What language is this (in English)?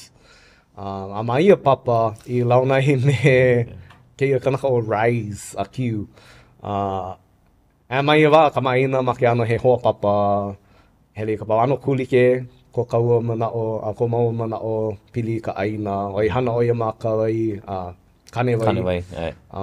Hawaiian